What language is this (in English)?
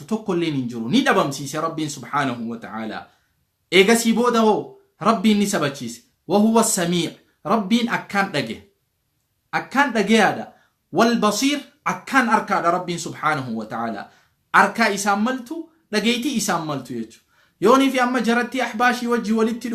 Oromo